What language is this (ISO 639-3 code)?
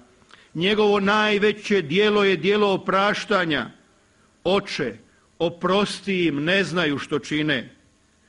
hrv